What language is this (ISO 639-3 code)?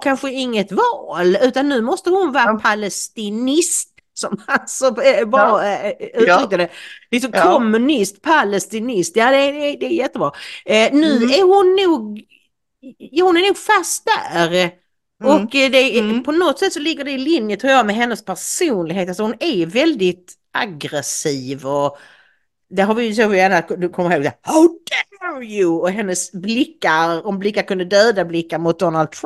swe